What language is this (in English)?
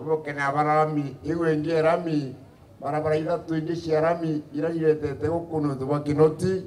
Meru